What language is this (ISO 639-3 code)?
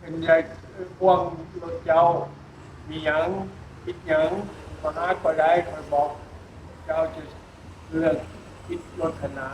lao